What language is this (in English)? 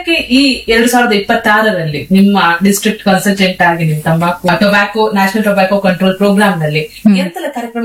Kannada